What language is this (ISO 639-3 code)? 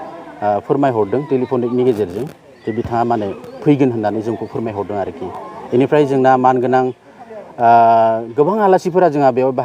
brx